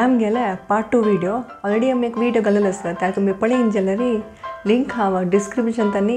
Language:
Konkani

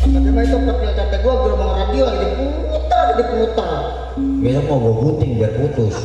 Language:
Betawi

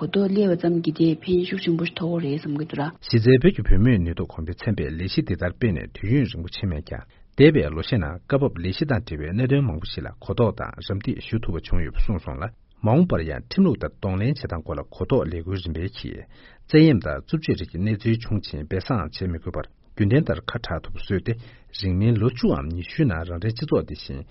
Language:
Tibetan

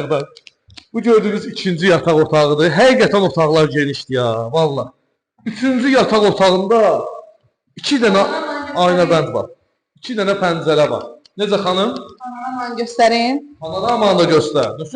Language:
Azerbaijani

